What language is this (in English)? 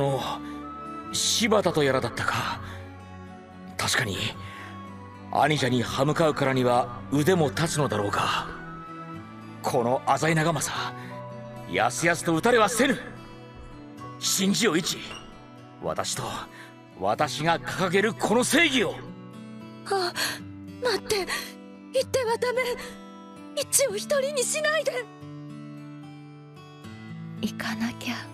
Japanese